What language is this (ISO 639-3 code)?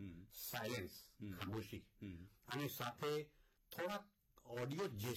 guj